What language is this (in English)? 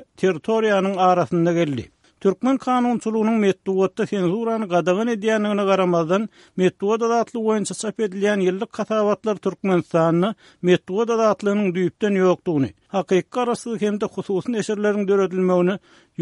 Turkmen